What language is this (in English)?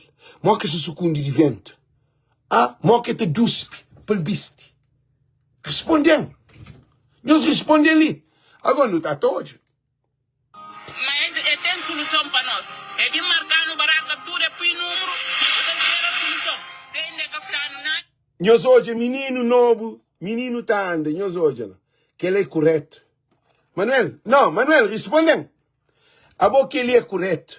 Kabuverdianu